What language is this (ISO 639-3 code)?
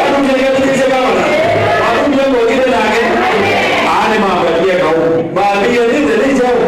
kam